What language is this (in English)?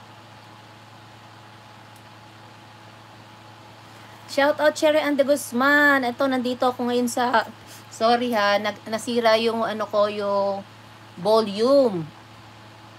Filipino